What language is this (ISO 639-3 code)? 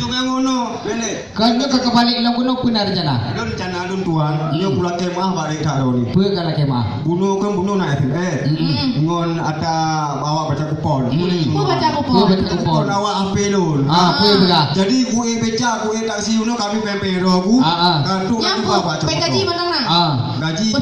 ace